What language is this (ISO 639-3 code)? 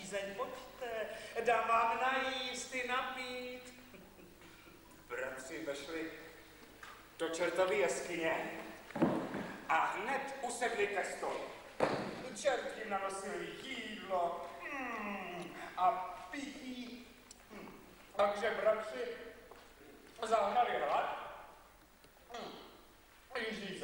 ces